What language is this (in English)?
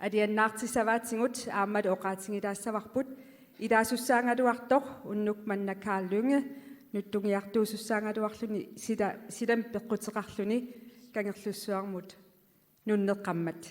Kalaallisut